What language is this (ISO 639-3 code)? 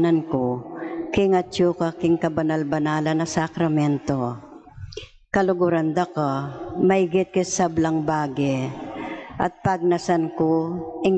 pam